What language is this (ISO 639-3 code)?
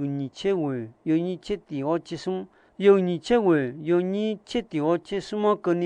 ahk